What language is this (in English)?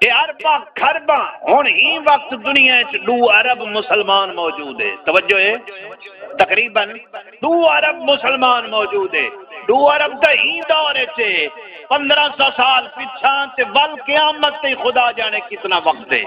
Saraiki